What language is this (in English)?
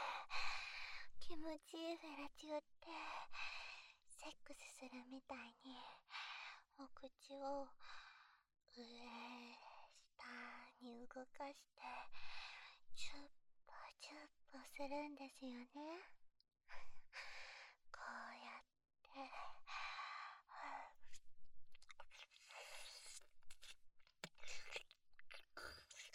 Japanese